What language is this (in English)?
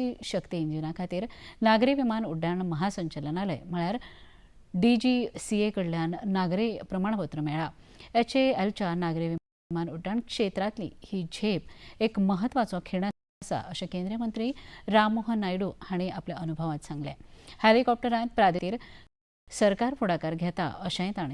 Konkani